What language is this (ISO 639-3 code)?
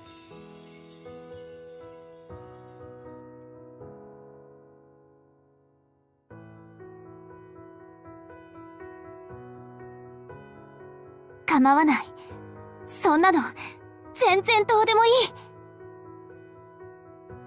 jpn